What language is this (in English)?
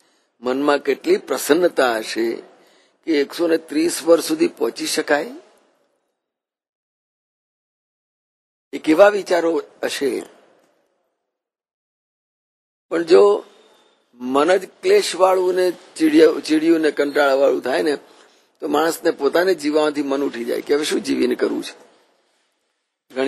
Gujarati